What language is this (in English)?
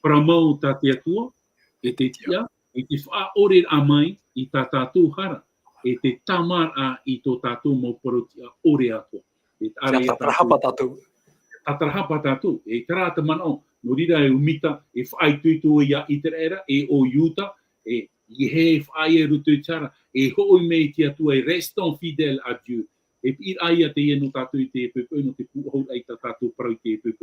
Tahitian